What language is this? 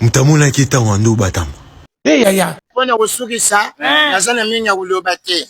Lingala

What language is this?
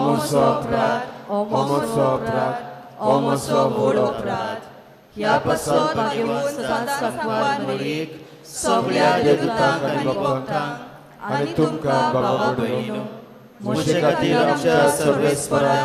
Konkani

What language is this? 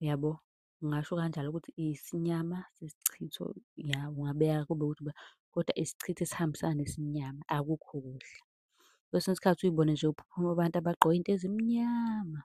Zulu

